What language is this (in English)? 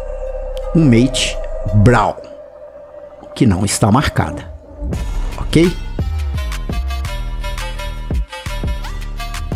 Portuguese